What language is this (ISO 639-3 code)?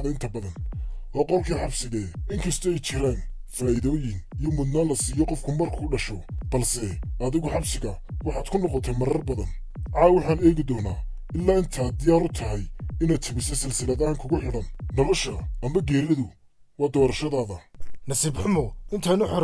som